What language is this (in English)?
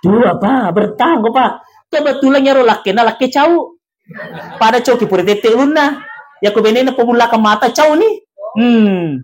Buginese